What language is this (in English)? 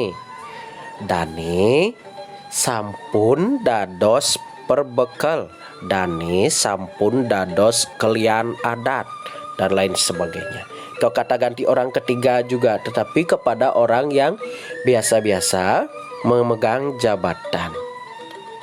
Balinese